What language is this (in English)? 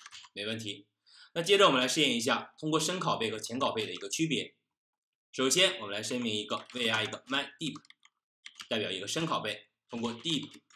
Chinese